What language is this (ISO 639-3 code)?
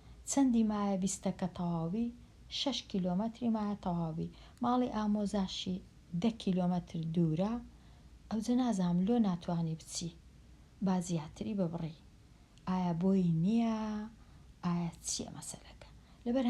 ckb